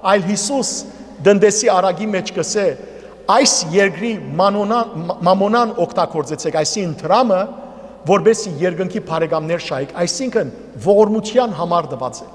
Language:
Western Armenian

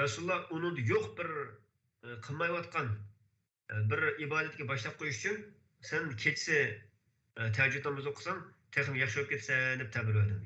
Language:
Uyghur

